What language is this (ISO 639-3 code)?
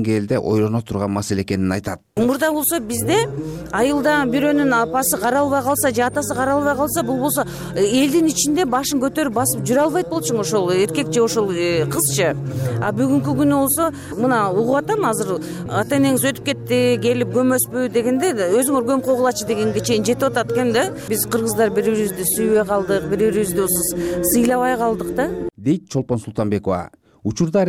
kir